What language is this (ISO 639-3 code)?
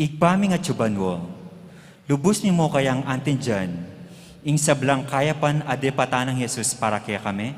pam